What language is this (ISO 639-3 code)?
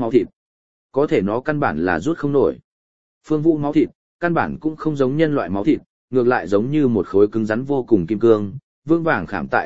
vie